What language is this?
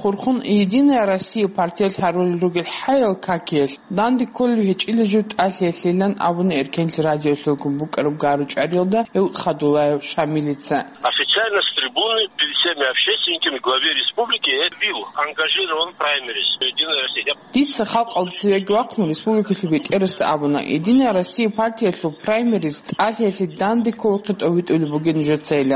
Avaric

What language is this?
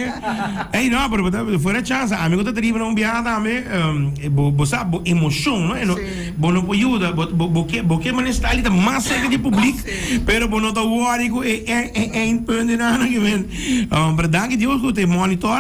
Papiamento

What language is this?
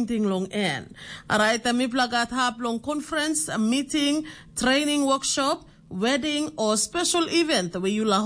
Tok Pisin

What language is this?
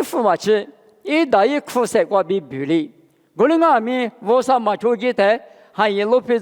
Lisu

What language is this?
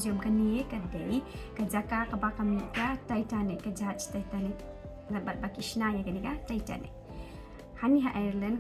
Khasi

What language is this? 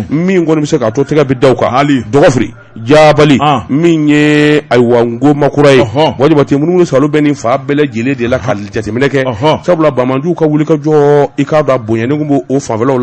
Bambara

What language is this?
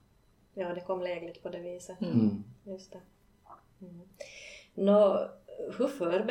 Swedish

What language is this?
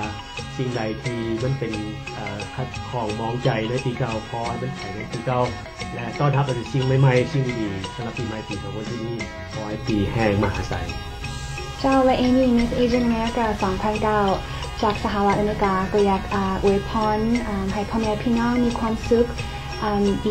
Lao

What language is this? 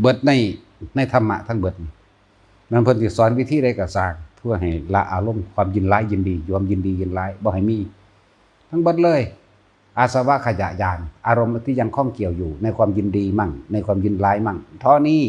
Northeastern Thai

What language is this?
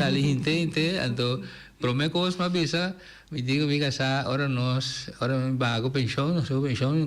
Papiamento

